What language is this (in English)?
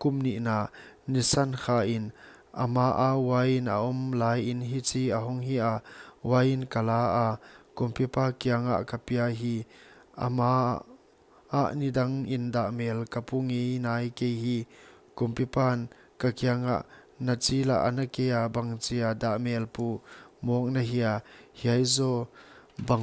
Paite Chin